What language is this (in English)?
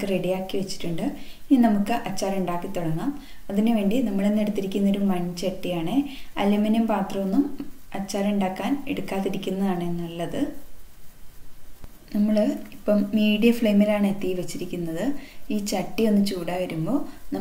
Malayalam